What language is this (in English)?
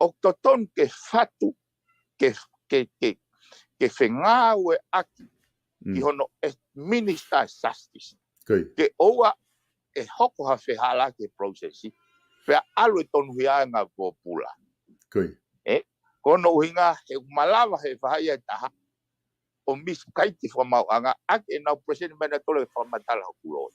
Tongan